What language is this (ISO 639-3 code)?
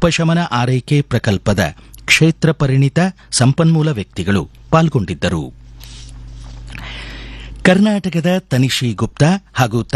kan